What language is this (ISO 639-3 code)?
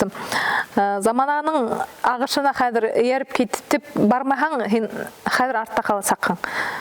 bak